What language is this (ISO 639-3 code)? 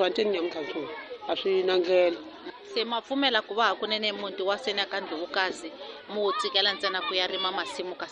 tso